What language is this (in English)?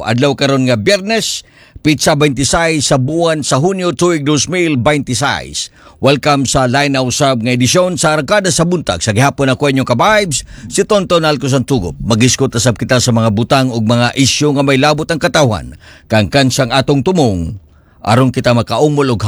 Cebuano